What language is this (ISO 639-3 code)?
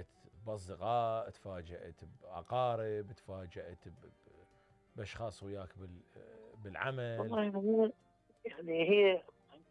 acm